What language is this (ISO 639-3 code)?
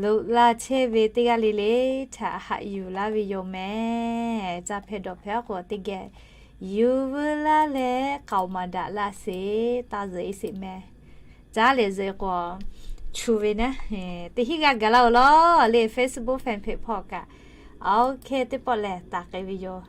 lhu